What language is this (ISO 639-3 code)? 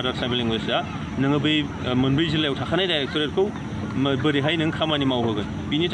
brx